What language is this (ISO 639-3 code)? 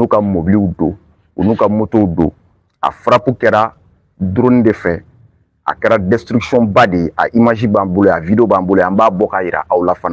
bam